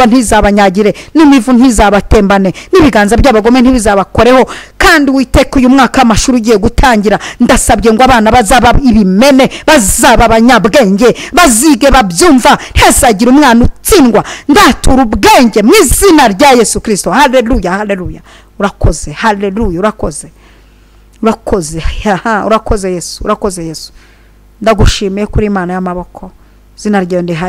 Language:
Kinyarwanda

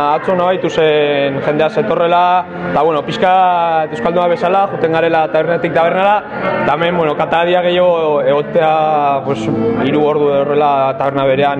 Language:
Basque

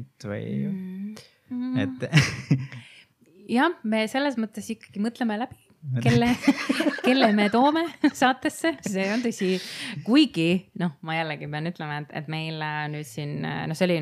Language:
Estonian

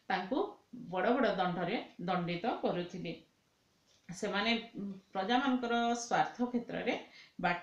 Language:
Odia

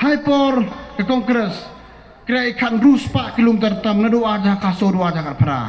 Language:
Pnar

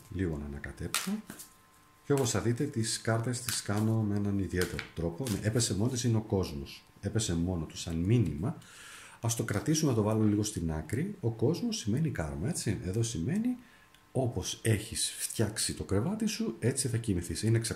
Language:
Greek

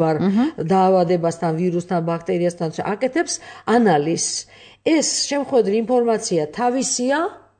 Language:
Georgian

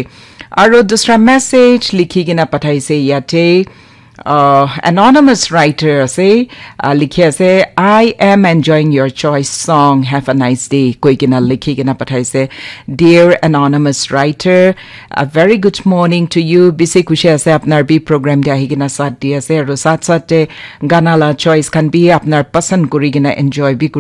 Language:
Naga Pidgin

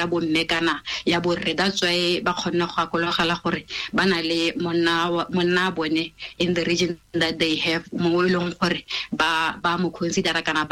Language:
Tswana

